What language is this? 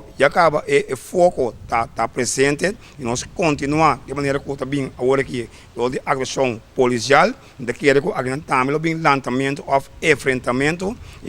Papiamento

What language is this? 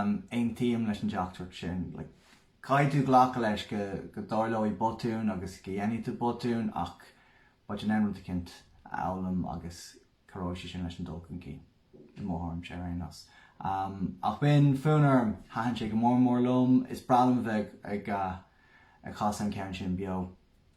Irish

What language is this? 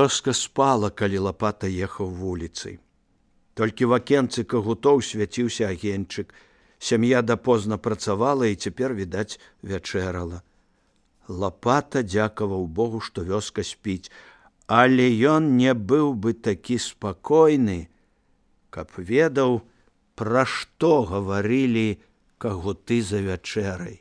Belarusian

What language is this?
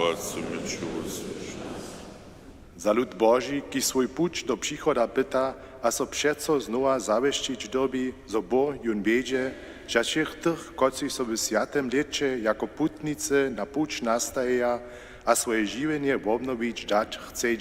Upper Sorbian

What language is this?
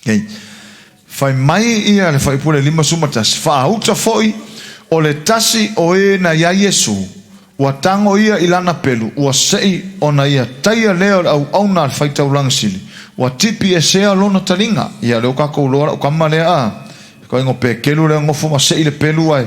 Samoan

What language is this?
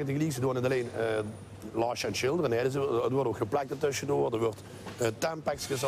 Limburgish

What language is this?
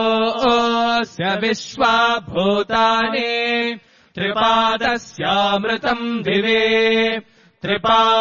Sanskrit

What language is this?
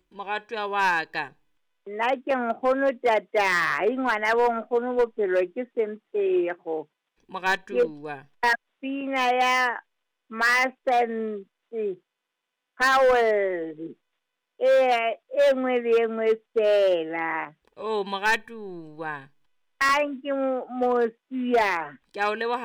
Southern Sotho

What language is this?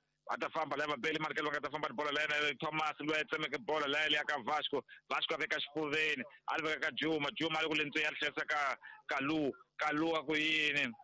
Tsonga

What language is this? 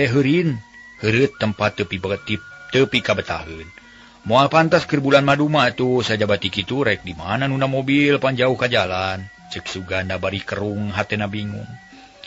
Sundanese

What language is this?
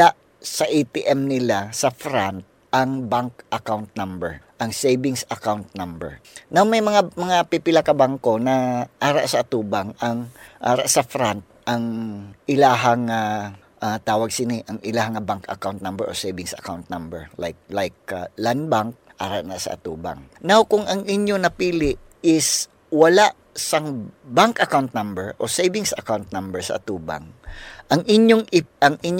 Hiligaynon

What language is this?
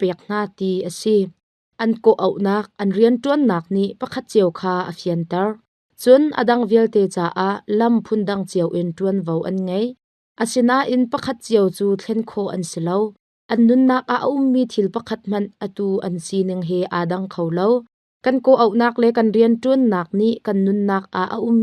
Hakha Chin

